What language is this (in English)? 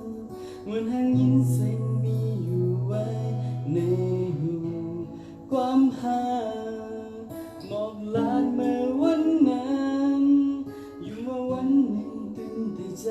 Shan